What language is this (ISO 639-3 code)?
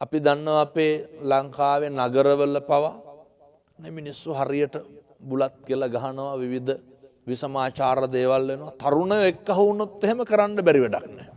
sin